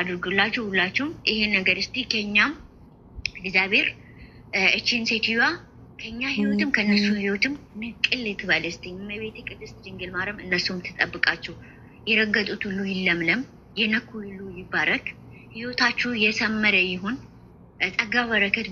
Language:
Amharic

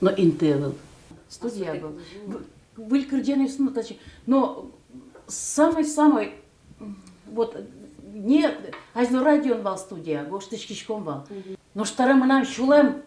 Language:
Udmurt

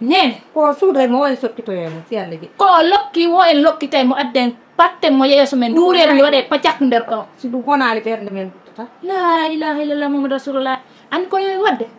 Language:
Fula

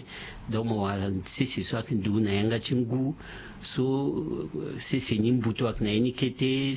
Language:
Sango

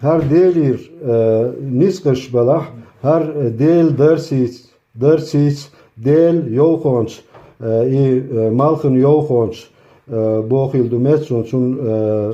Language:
Chechen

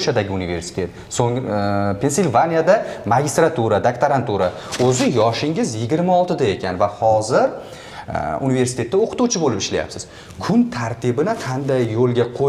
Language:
Uzbek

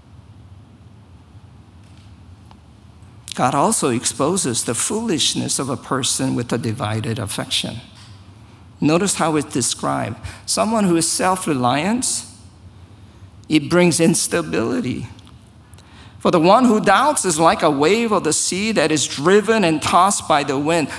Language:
English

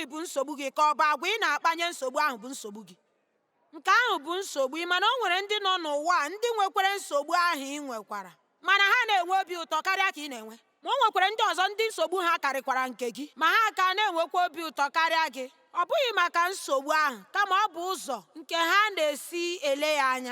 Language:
Igbo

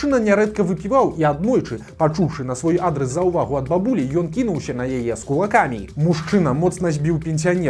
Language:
Belarusian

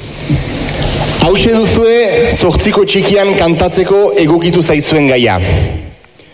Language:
Basque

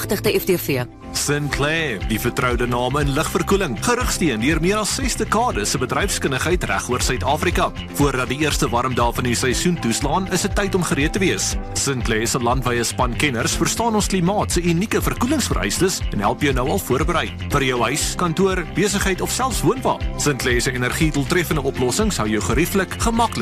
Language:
Afrikaans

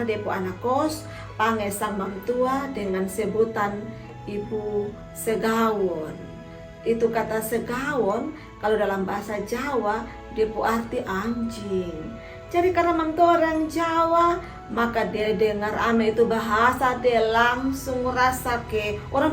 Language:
Kupang Malay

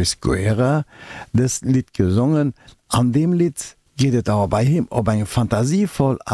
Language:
Luxembourgish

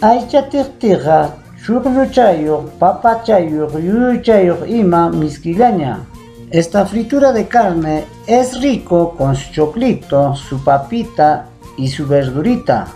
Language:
Ayacucho Quechua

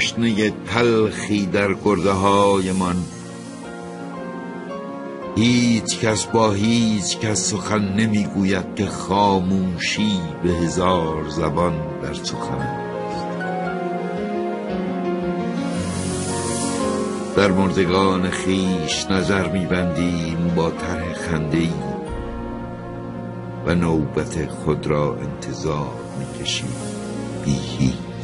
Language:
Persian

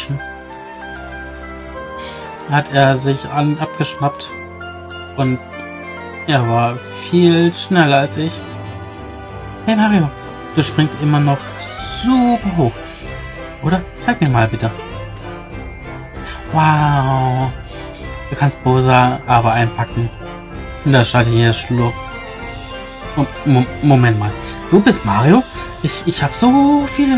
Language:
German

